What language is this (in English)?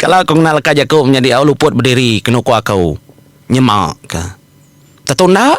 Iban